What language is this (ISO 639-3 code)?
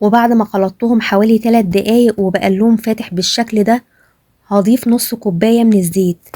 arz